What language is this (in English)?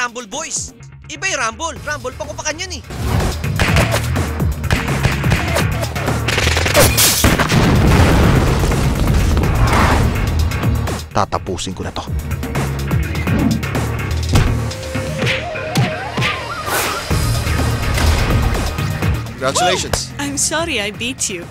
Filipino